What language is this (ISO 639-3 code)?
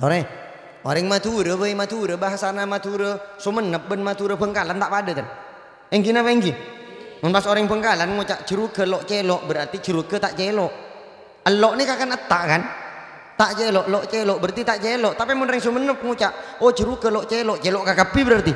mad